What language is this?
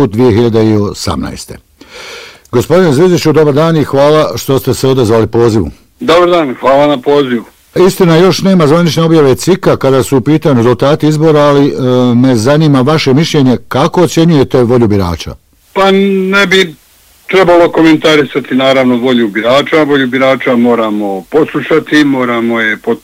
Bosnian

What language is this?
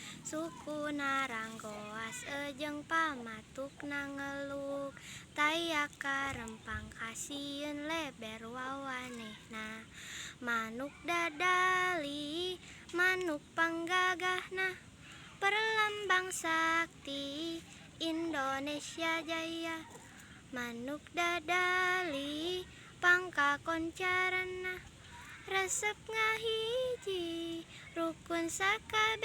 Sundanese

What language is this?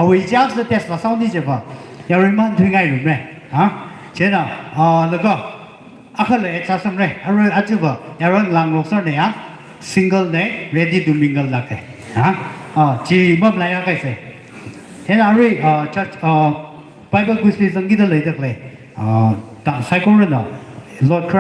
Tangkhul Naga (India)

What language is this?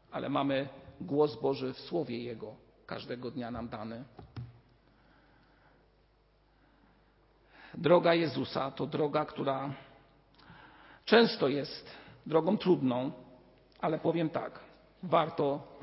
Polish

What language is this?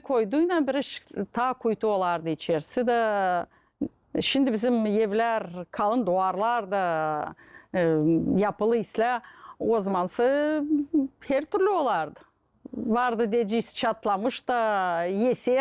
Gagauz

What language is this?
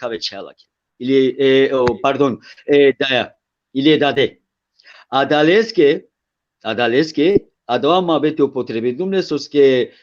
Balkan Romani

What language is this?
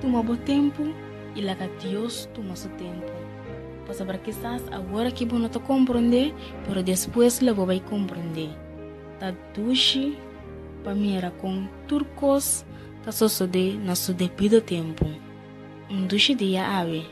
Papiamento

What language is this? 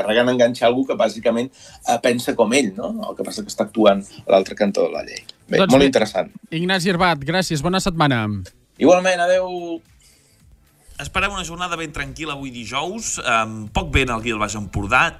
Catalan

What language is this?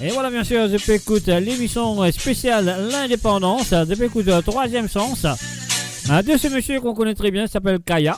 Morisyen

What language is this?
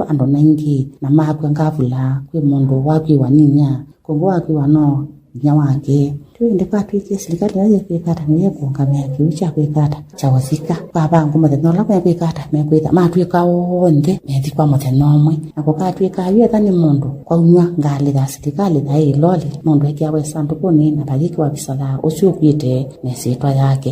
Kamba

